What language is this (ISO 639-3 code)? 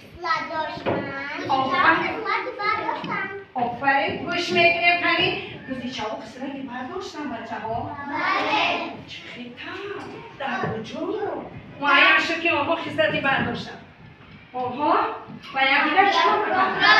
tgk